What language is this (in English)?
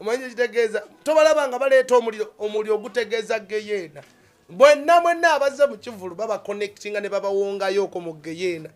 Ganda